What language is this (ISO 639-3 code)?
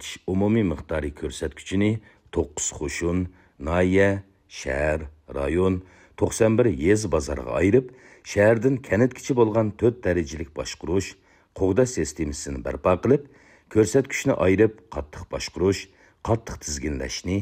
uig